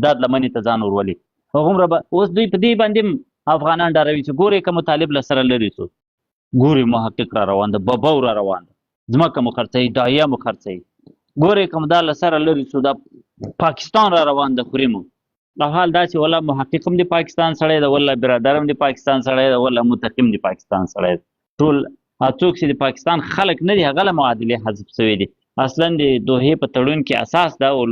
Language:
Pashto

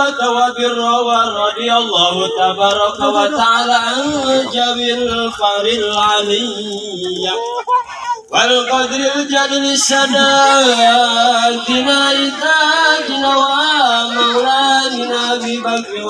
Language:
Betawi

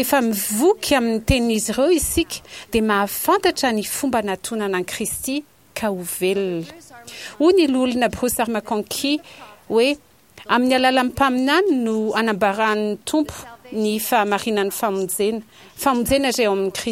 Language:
Malagasy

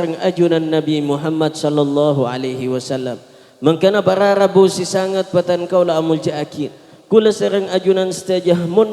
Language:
Madurese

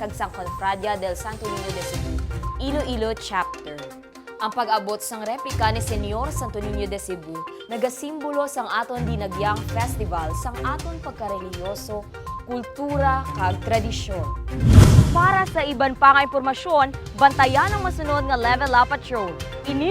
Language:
Hiligaynon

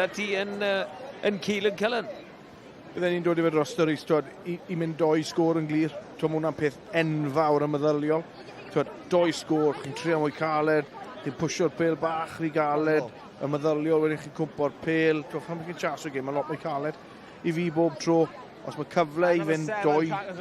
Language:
Welsh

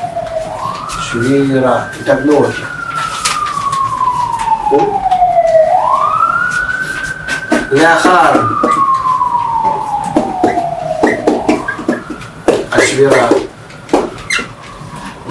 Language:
Hebrew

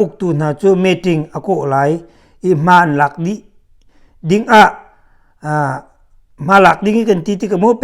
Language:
Hakha Chin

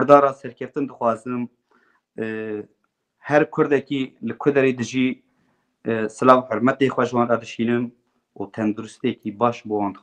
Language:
Kurdish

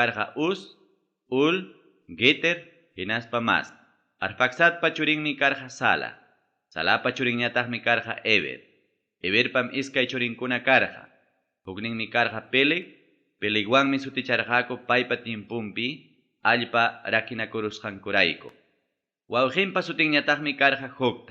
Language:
Ayacucho Quechua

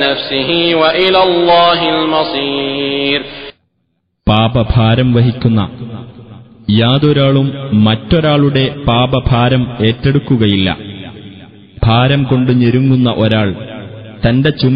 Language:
Malayalam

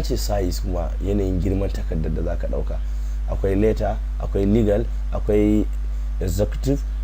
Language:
Hausa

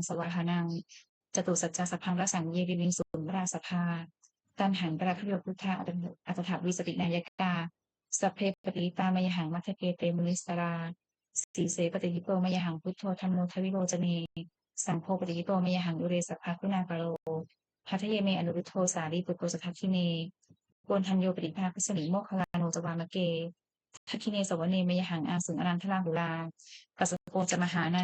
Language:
Pali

